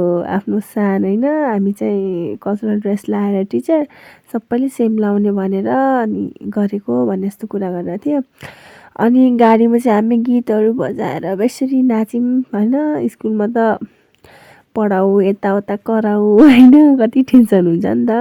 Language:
Nepali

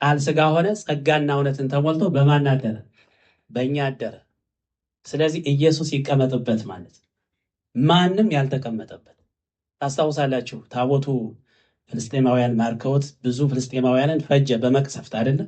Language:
Amharic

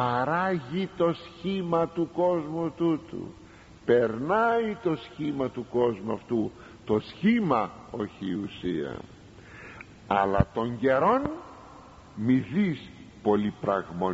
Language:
Greek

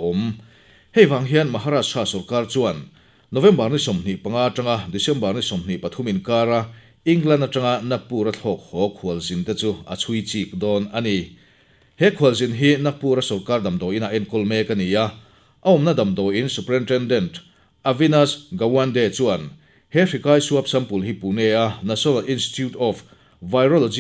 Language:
Mizo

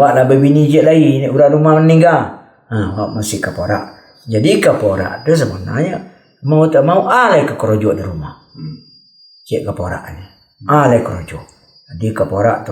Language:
Minangkabau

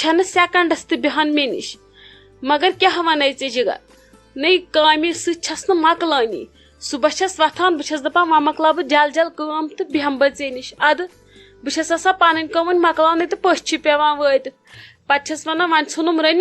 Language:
Kashmiri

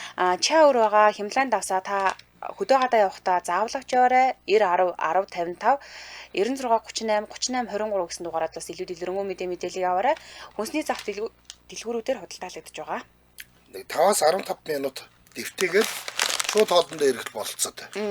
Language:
Mongolian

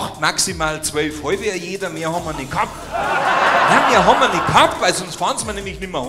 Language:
Bavarian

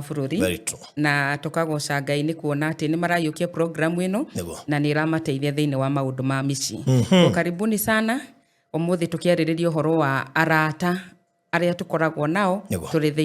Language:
Kikuyu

